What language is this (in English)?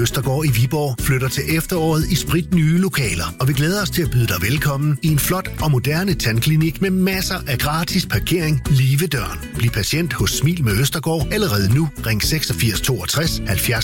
Danish